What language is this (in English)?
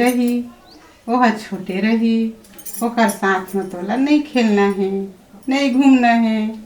Chhattisgarhi